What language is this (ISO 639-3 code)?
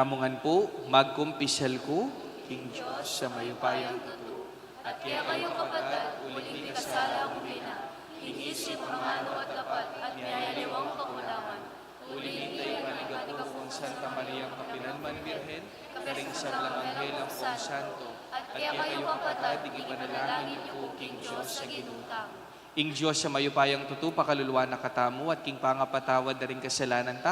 pam